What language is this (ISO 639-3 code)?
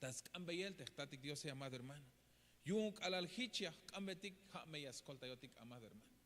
tzh